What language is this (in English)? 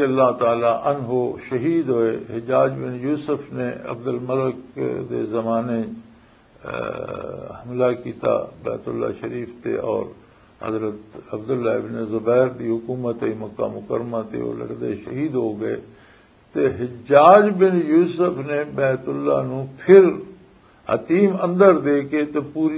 Western Panjabi